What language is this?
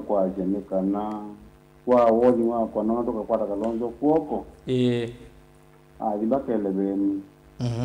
Kamba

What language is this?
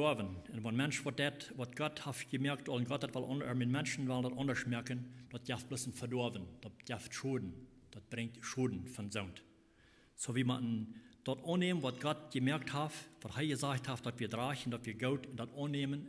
Plautdietsch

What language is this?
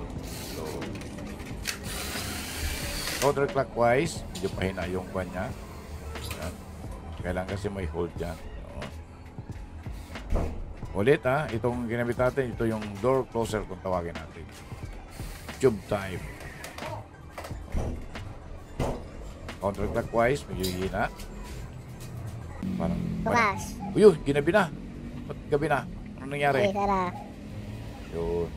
Filipino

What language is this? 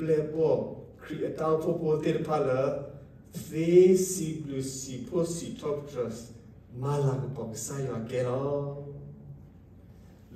S'gaw Karen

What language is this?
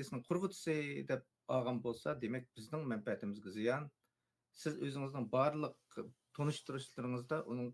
Uyghur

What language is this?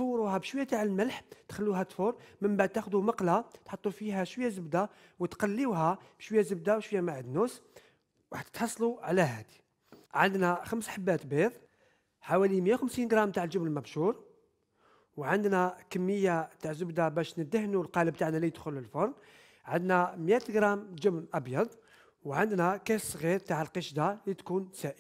Algerian Arabic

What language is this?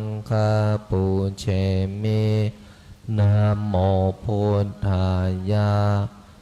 Pali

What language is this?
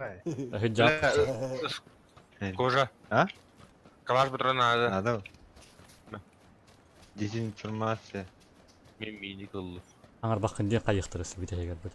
Yakut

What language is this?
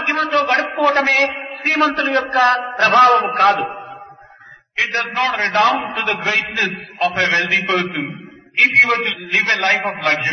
Telugu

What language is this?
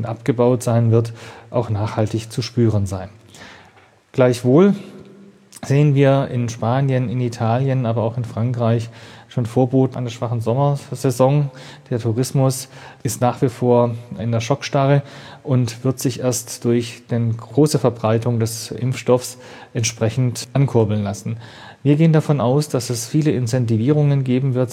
German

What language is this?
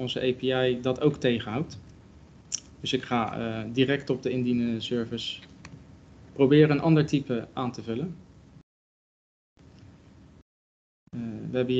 Dutch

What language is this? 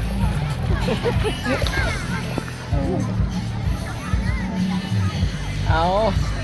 Lao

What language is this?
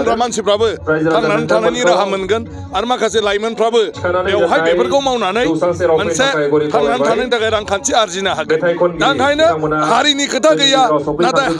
Bodo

